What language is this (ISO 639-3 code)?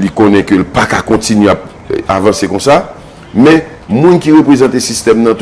hat